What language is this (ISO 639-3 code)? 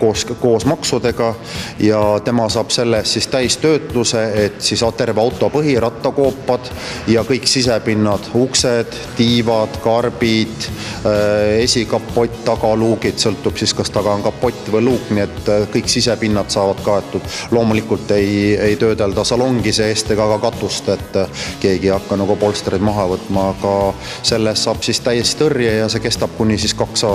est